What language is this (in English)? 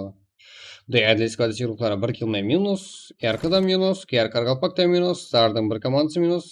Kara-Kalpak